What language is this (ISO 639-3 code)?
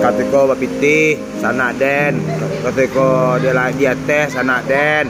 min